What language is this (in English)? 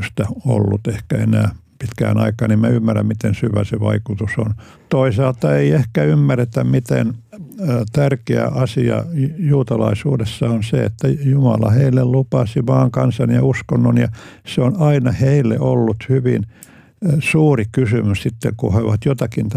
Finnish